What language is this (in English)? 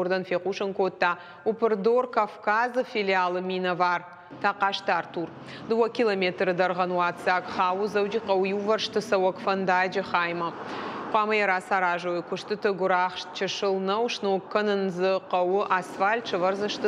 Ossetic